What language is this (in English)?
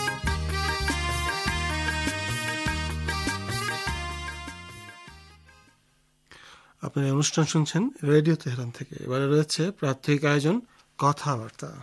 Bangla